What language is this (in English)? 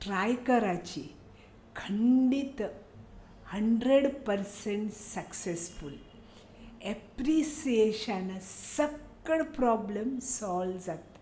Konkani